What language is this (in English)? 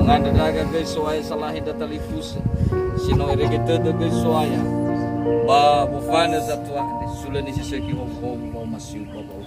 Nias